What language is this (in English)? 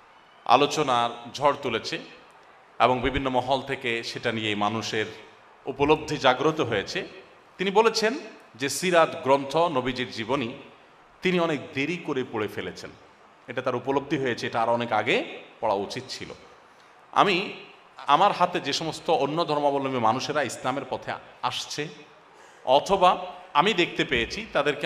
Bangla